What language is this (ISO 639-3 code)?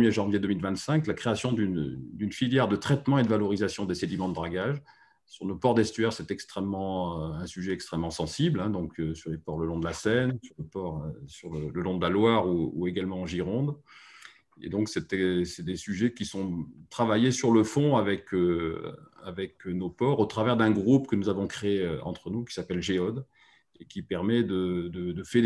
fra